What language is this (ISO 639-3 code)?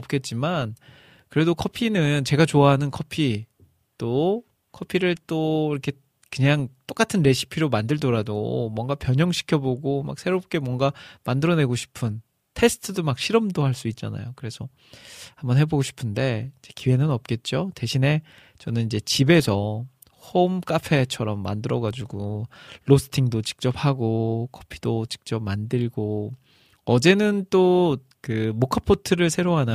kor